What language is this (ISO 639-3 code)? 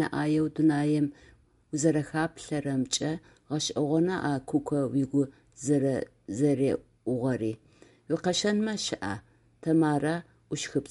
ady